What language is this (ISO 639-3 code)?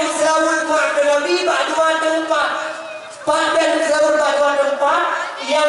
ace